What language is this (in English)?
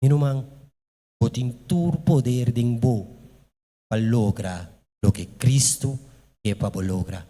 Papiamento